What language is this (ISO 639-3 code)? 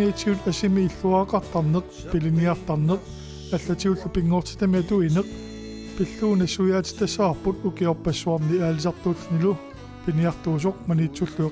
kal